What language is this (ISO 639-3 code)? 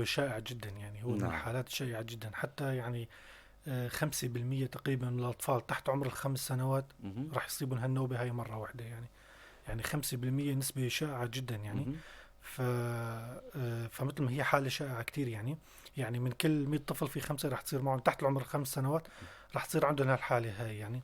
apc